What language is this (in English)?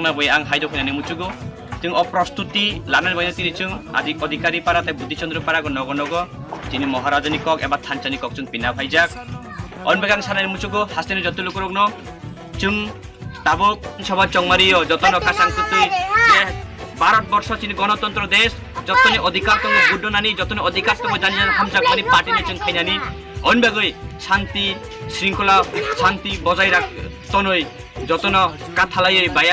Kok Borok